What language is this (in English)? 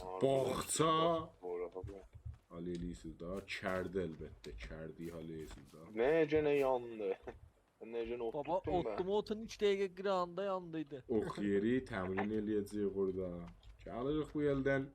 South Azerbaijani